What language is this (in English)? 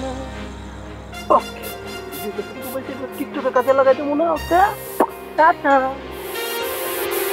Bangla